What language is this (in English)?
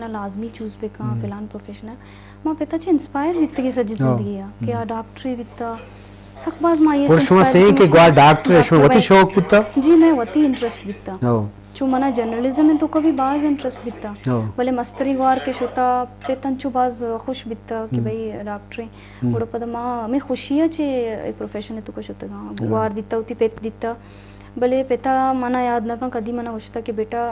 Eastern Balochi